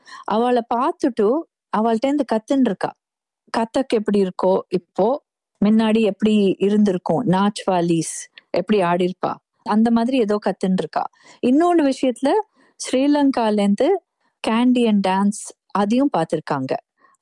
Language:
Tamil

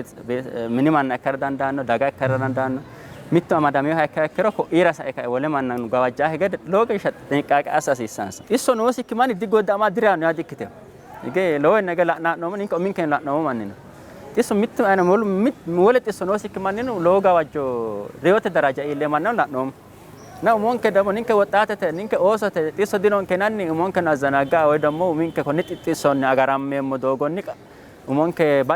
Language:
Sidamo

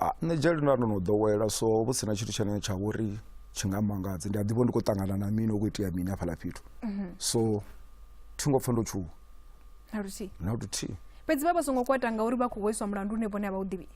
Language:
Venda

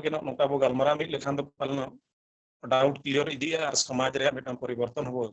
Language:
Santali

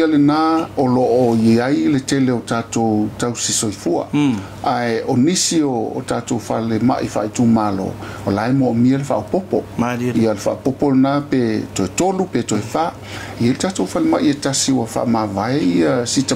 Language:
Samoan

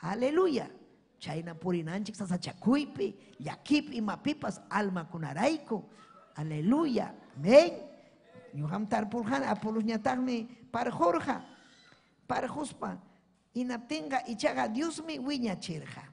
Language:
Ayacucho Quechua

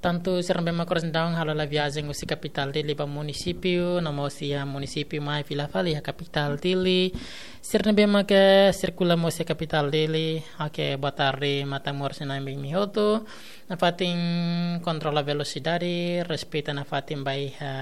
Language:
Tetum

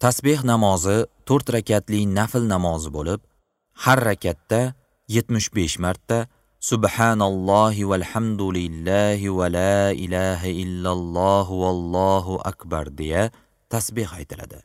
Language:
Uzbek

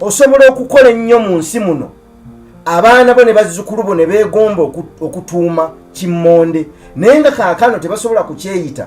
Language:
Ganda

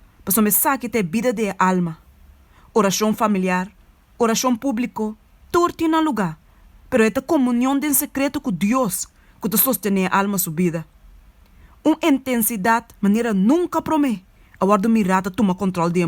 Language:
Papiamento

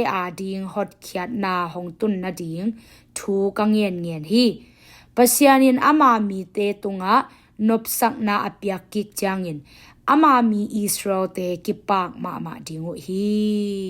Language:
Tedim Chin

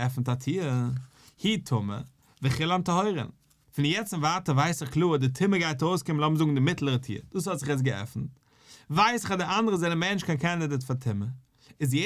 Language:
Yiddish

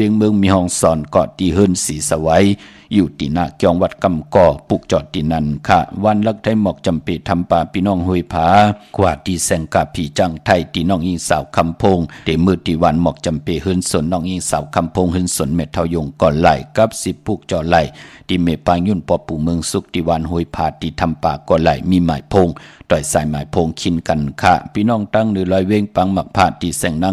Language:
Shan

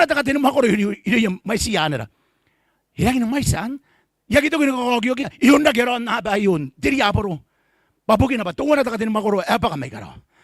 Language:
Gilbertese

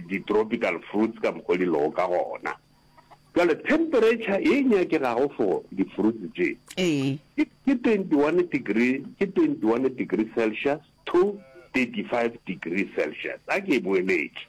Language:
Northern Sotho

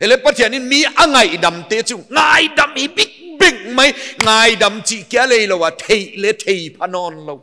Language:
Paite Chin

